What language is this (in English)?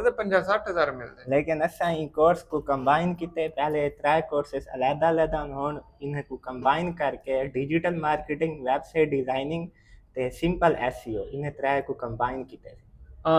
Saraiki